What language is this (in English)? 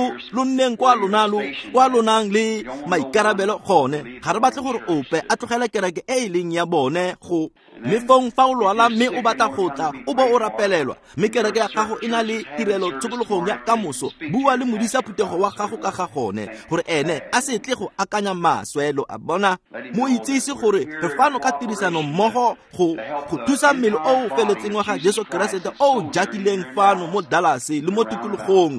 Tswana